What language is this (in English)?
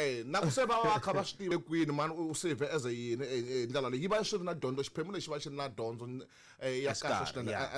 Tsonga